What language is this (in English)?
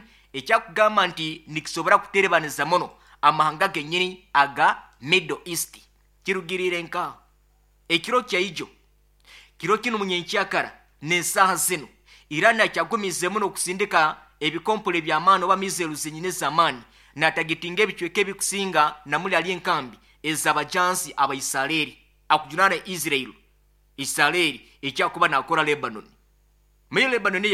Nyankole